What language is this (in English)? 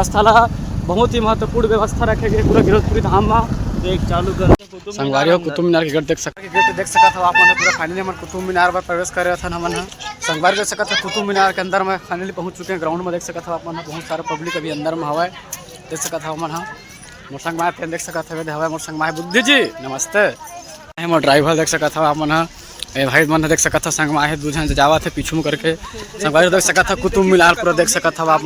Chhattisgarhi